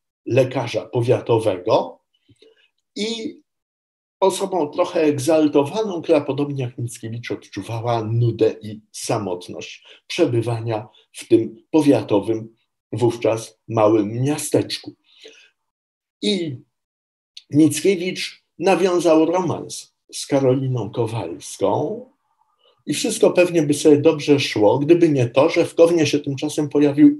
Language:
Polish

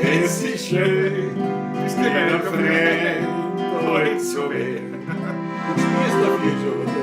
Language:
Bavarian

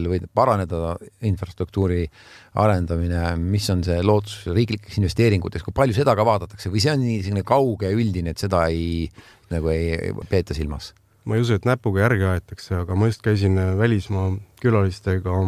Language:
Estonian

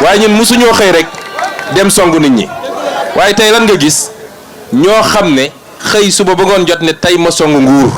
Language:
Wolof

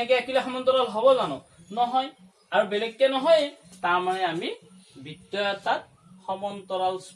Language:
Assamese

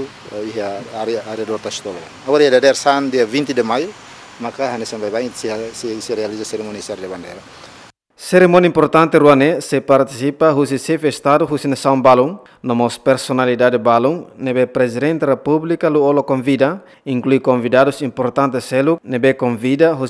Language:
Tetum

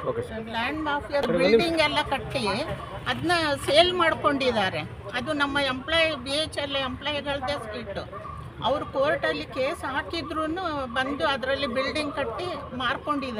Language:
Kannada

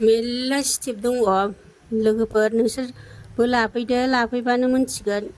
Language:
Bodo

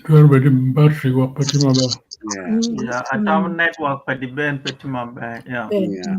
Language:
Acoli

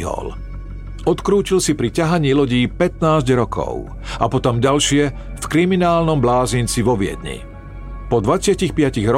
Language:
Slovak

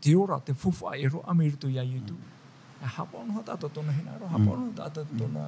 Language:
Tahitian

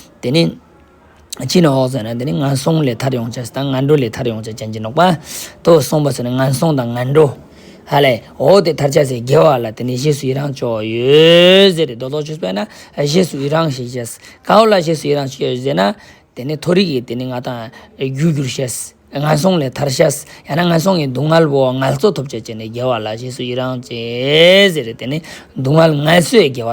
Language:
Ladakhi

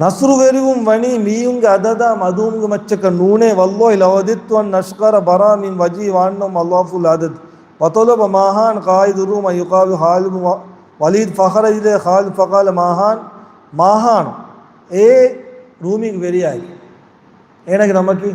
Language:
Divehi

